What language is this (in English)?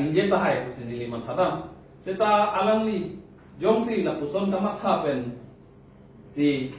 Karbi